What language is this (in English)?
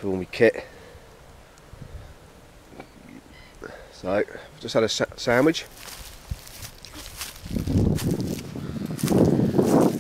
English